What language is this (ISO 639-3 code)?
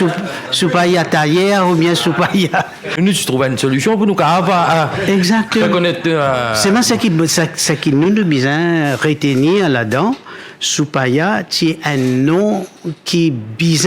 mfe